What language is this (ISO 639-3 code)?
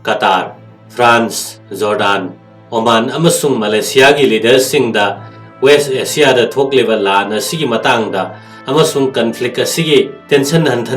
mni